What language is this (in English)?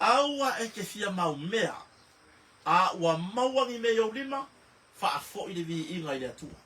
Samoan